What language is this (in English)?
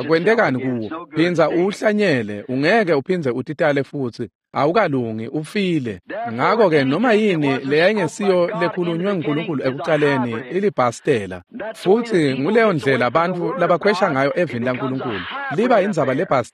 Swati